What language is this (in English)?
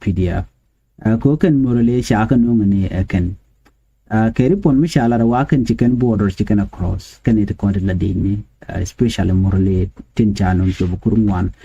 Nuer